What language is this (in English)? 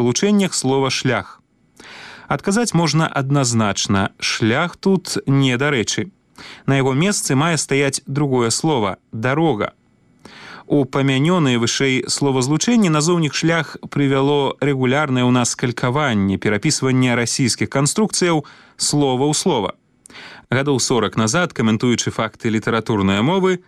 Belarusian